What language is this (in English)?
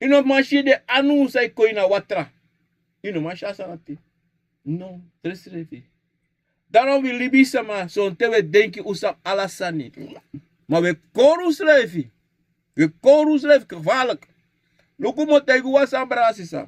Sranan Tongo